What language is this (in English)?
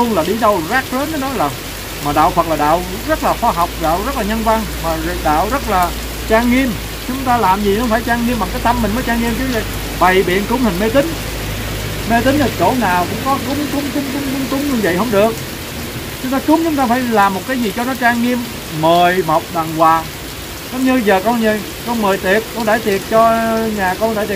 Vietnamese